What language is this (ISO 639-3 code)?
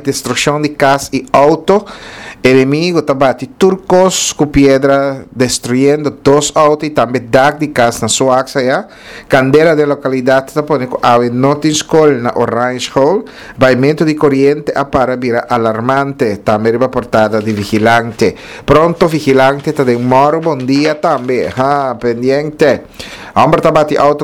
pap